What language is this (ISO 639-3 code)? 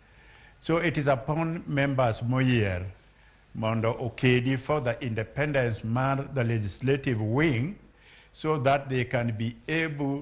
luo